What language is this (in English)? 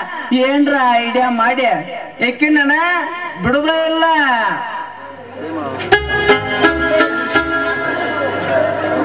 Kannada